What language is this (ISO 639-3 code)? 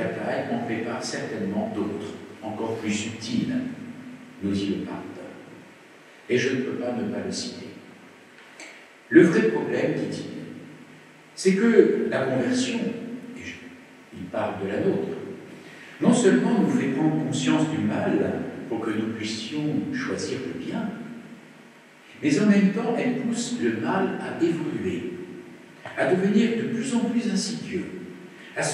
fra